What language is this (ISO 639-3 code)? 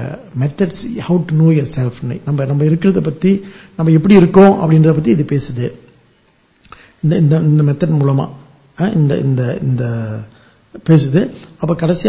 tam